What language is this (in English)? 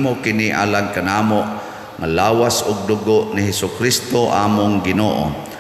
Cebuano